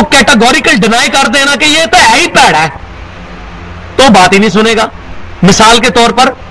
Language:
Urdu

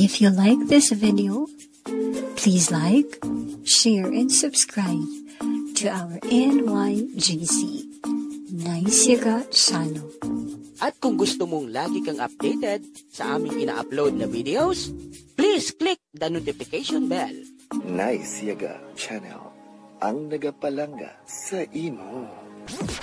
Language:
Hiligaynon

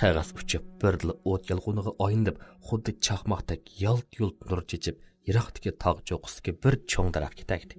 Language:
Uyghur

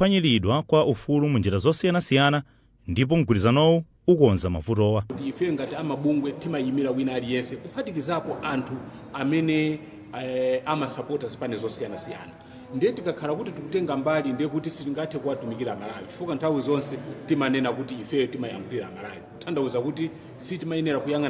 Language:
Nyanja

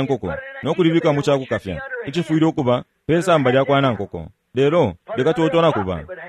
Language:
Bemba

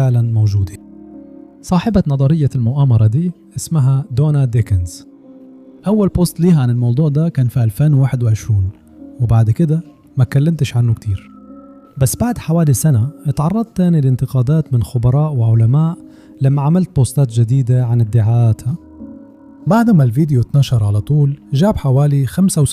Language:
Egyptian Arabic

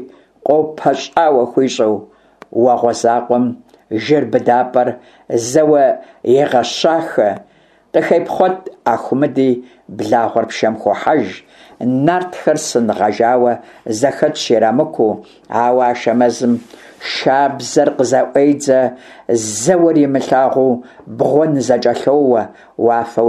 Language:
Kabardian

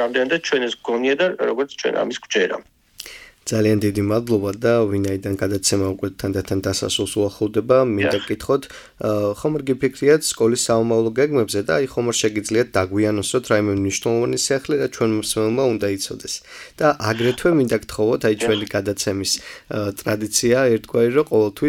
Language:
Georgian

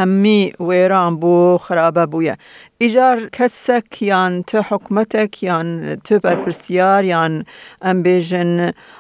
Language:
Kurdish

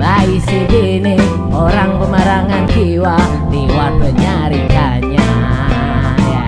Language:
Banjar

